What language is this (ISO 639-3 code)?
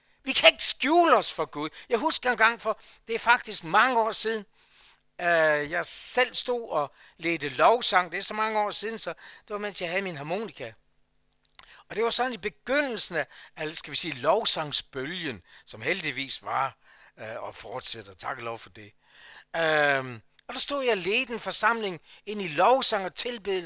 dan